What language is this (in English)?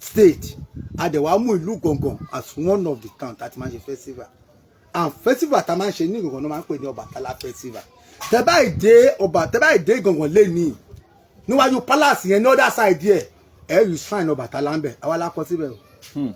Yoruba